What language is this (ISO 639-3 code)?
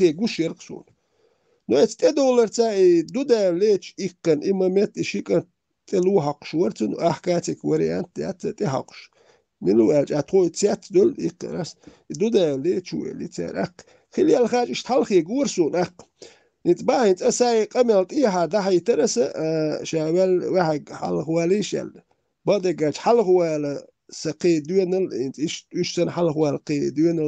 che